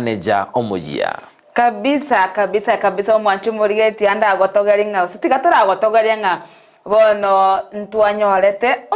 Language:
Gusii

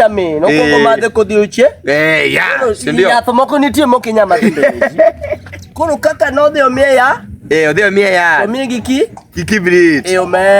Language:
Luo (Kenya and Tanzania)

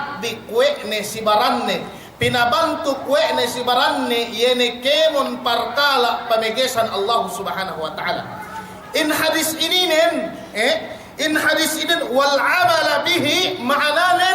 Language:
Yakan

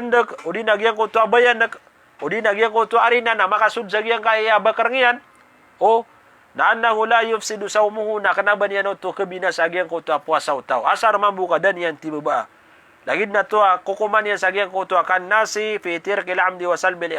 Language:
Maranao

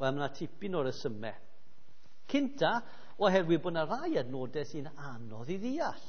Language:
Welsh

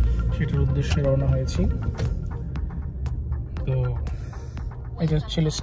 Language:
Bangla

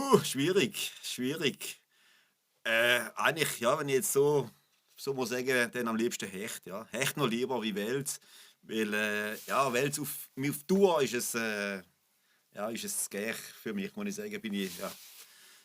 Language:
Swiss German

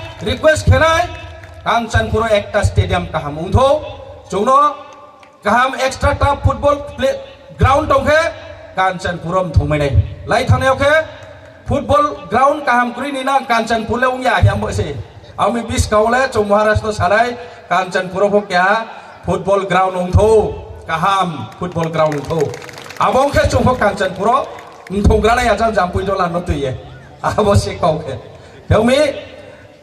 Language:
Riang (India)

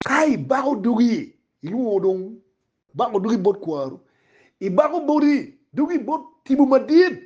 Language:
Acoli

